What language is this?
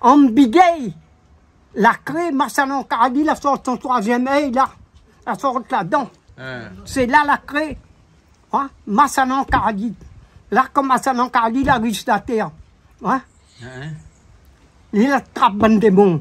Réunion Creole French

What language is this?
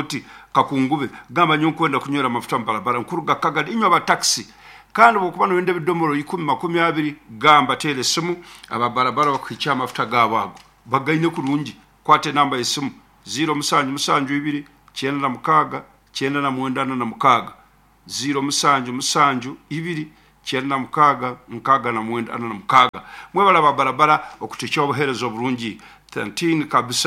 Nyankole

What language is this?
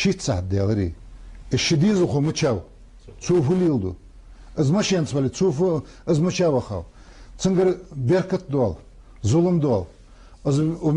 Ingush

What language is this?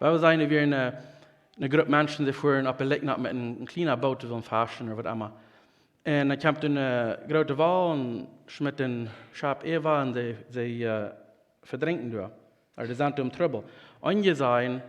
Plautdietsch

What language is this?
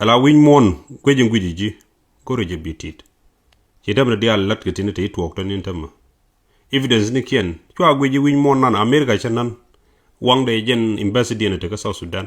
Nuer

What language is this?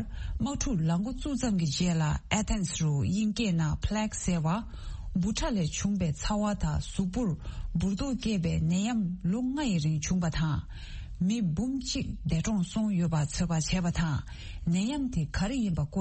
Tibetan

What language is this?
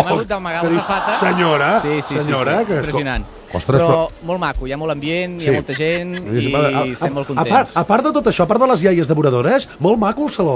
Catalan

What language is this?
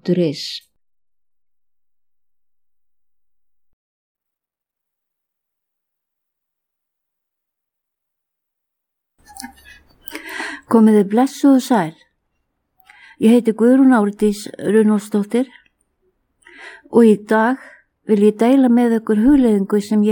Icelandic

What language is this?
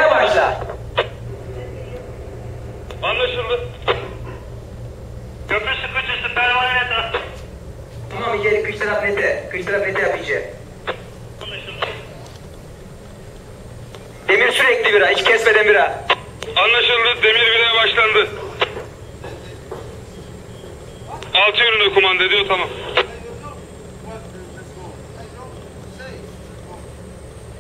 Turkish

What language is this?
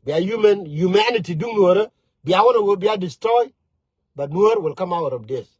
Nuer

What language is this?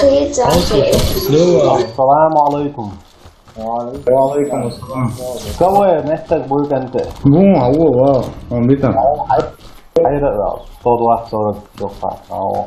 Chechen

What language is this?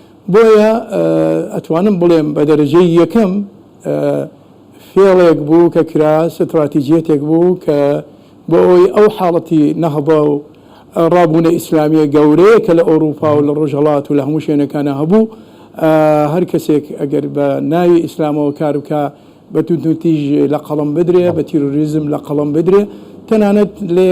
Central Kurdish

